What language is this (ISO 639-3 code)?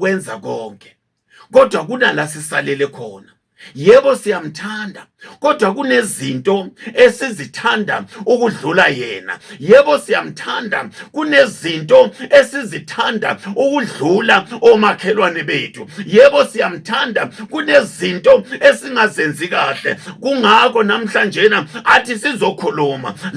zul